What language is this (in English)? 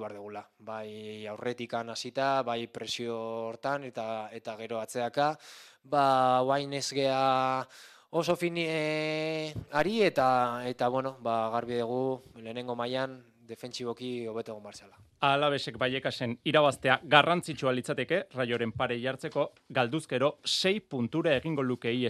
Basque